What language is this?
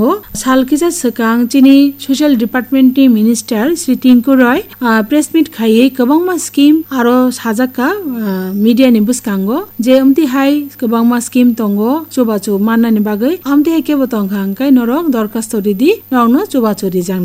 Kok Borok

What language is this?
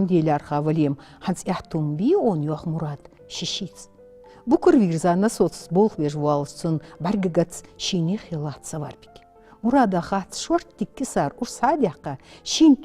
Ingush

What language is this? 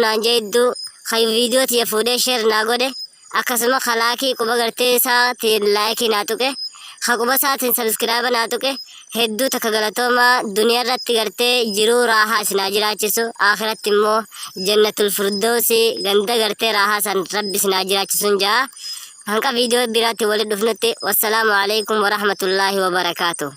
Oromo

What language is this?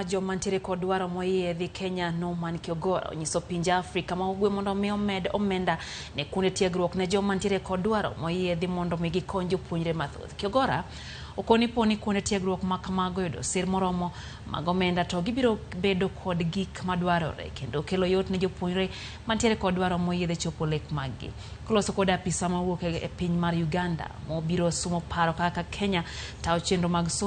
Luo (Kenya and Tanzania)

